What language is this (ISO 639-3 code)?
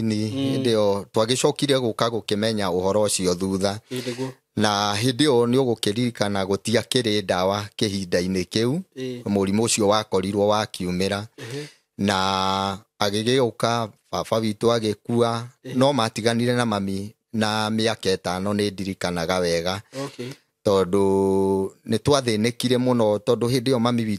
kik